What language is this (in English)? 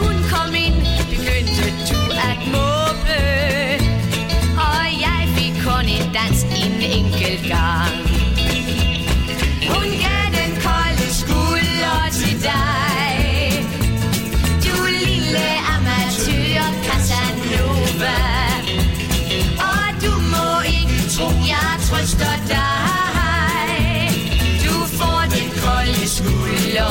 Danish